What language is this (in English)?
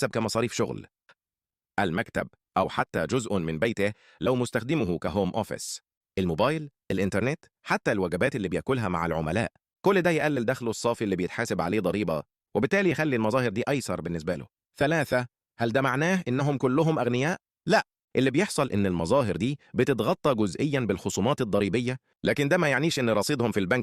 Egyptian Arabic